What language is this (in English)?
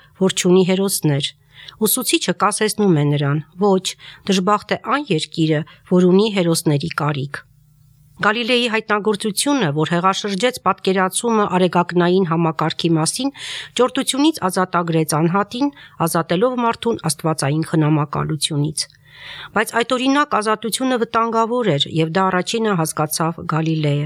Armenian